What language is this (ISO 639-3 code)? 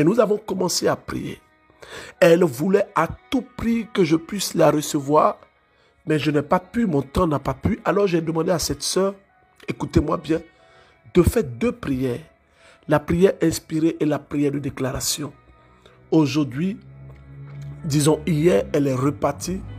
fra